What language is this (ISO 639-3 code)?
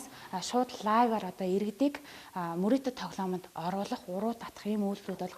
mon